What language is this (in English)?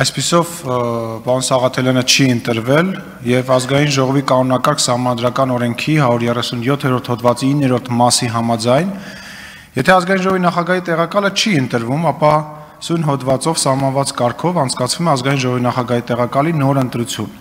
Armenian